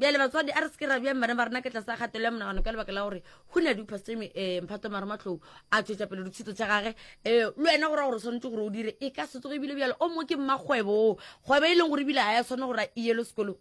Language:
Northern Sotho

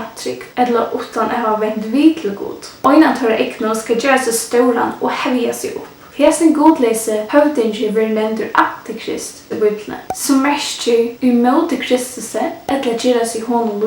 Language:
Faroese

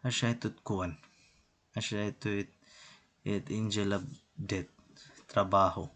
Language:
Waray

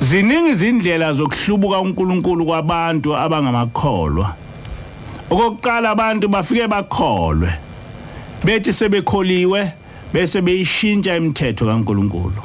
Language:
Zulu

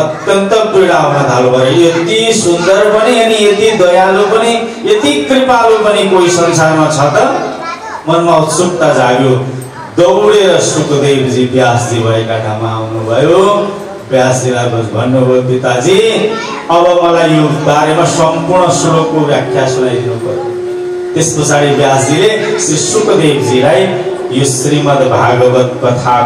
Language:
Nepali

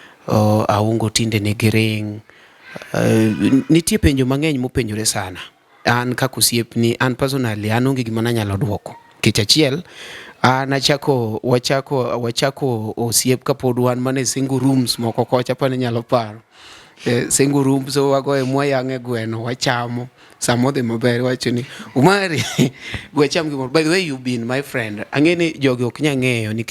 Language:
Luo (Kenya and Tanzania)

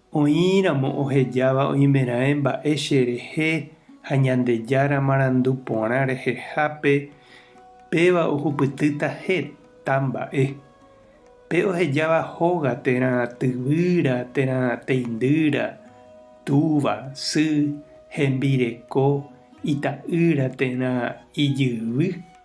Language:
Guarani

